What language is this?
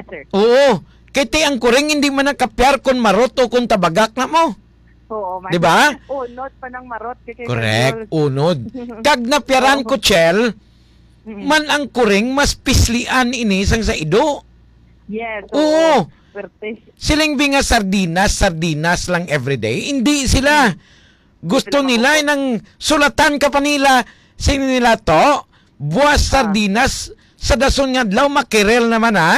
Hiligaynon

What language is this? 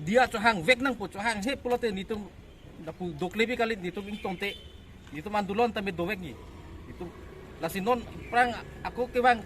Karbi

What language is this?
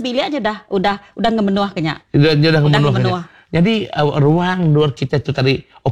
Iban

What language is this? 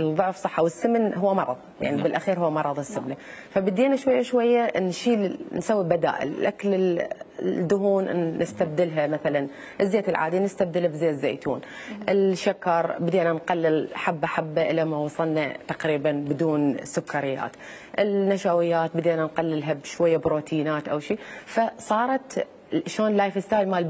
Mesopotamian Arabic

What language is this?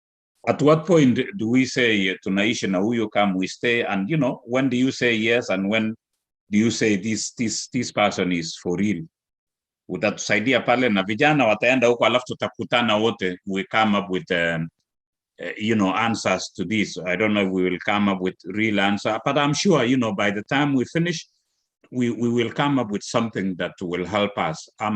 Kalenjin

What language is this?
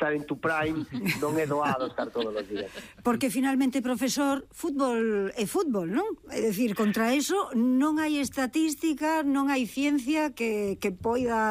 Galician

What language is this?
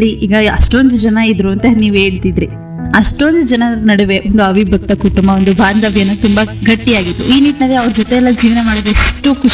Kannada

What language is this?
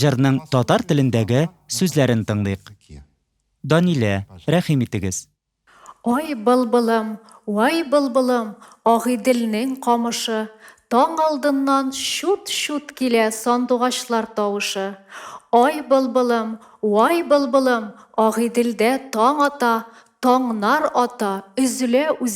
Tatar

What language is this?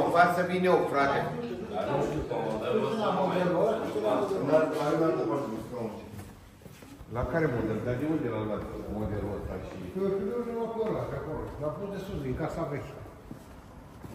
Romanian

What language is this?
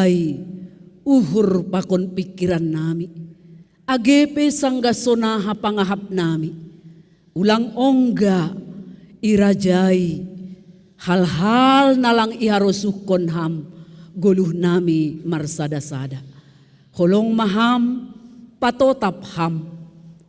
Batak Simalungun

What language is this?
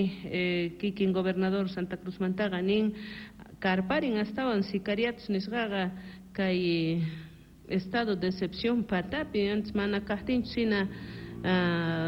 Quechua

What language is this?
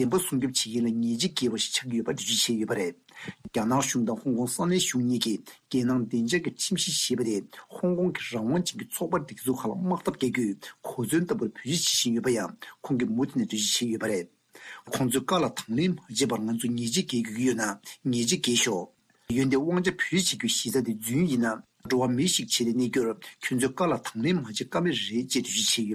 Tibetan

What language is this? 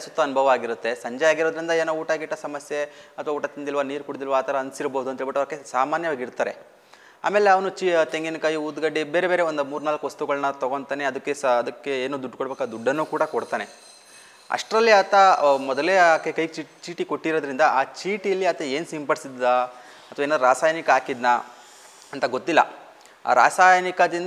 Kannada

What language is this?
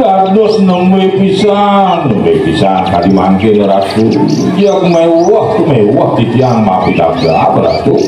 Balinese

